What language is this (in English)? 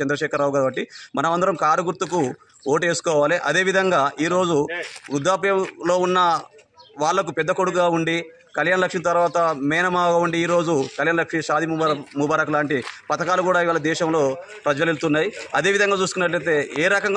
Telugu